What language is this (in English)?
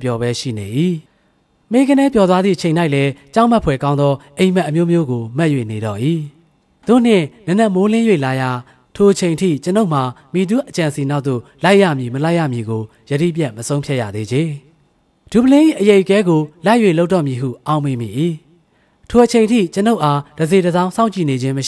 Burmese